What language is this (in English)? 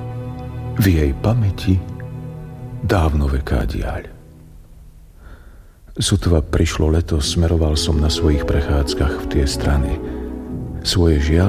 Slovak